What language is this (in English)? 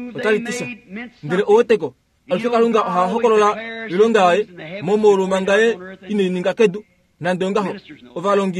Kuanyama